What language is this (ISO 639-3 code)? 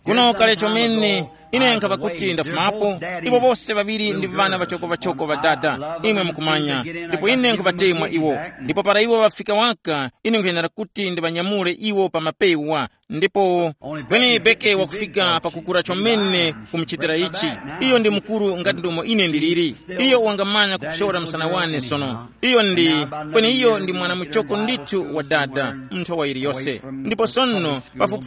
tum